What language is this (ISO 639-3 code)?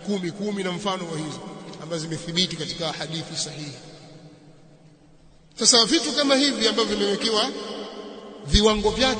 swa